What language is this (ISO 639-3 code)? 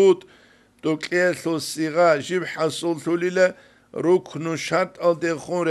ava